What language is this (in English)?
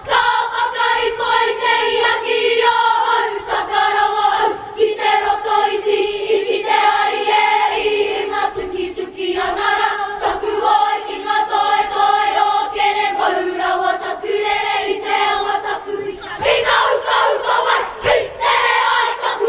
Māori